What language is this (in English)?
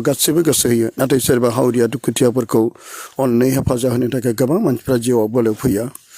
Bodo